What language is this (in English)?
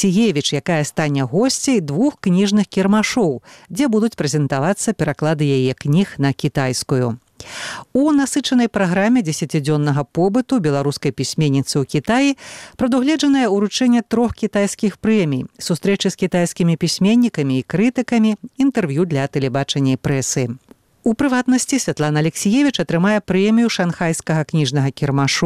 Belarusian